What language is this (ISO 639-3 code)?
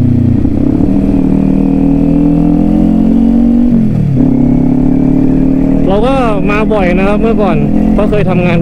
tha